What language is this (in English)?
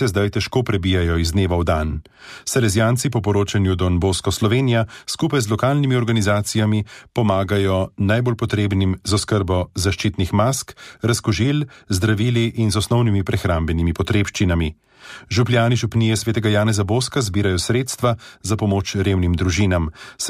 Slovenian